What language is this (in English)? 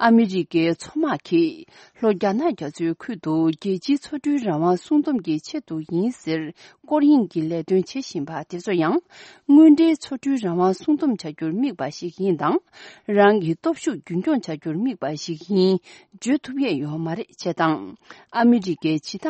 Tibetan